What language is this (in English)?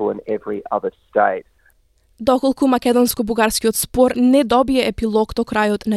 Macedonian